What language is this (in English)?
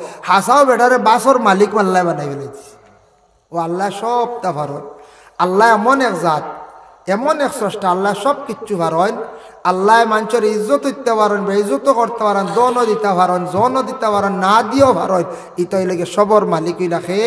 Sylheti